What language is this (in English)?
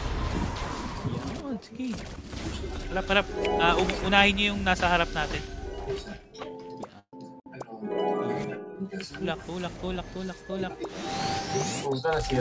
Filipino